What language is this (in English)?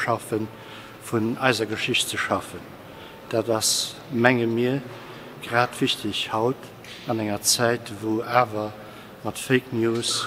Luxembourgish